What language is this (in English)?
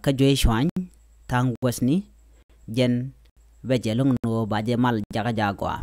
Nuer